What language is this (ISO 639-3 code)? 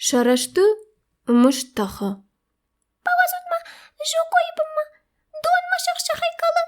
oss